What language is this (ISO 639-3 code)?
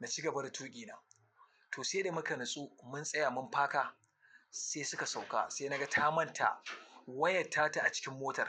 hau